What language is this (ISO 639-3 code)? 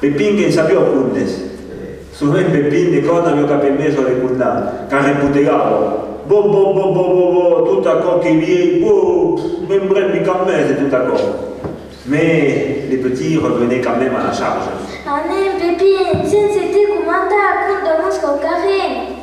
oci